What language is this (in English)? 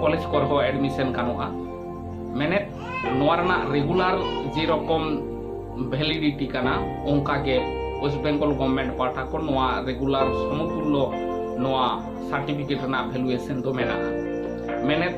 Santali